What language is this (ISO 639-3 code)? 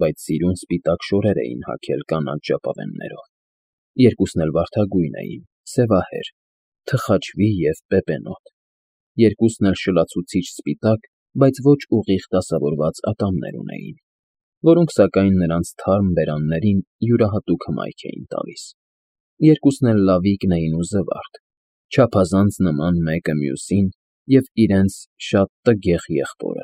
hye